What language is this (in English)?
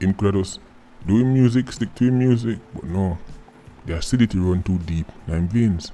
Jamaican Creole English